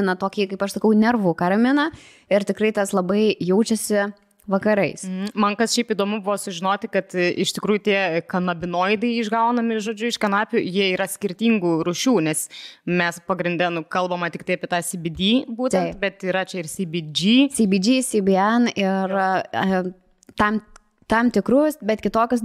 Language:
Lithuanian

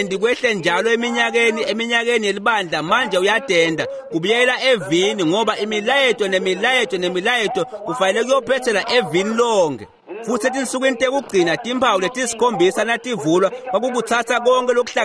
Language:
Swati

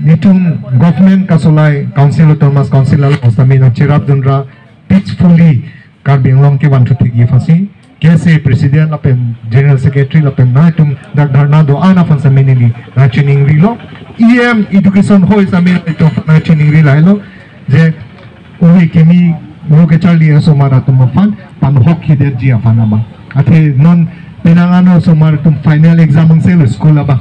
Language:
Karbi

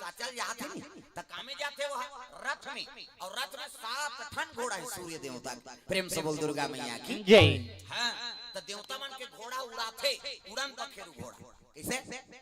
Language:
Chhattisgarhi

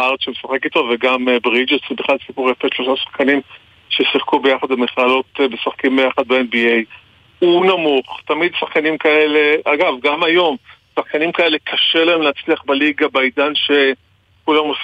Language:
Hebrew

